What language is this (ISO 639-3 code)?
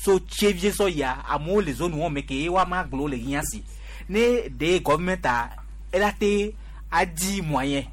gej